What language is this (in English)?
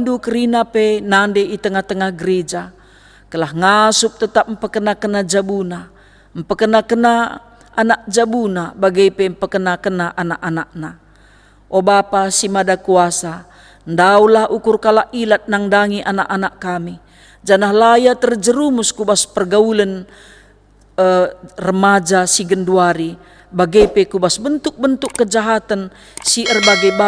Batak Karo